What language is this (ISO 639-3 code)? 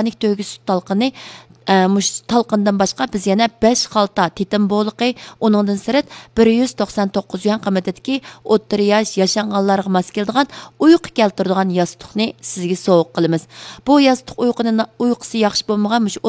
uig